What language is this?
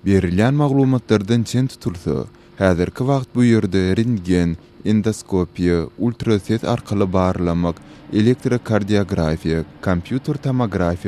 Turkmen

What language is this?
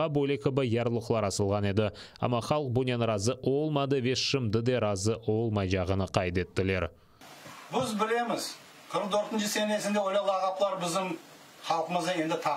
Crimean Tatar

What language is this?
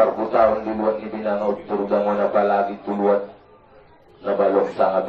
Batak Angkola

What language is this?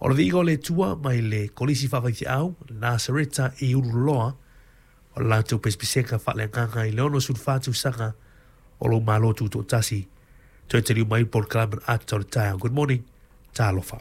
Samoan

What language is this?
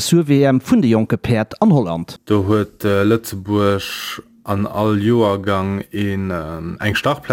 Luxembourgish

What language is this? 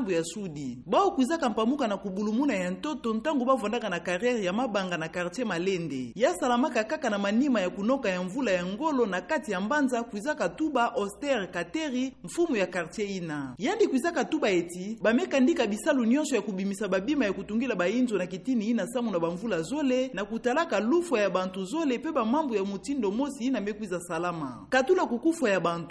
Kituba (Democratic Republic of Congo)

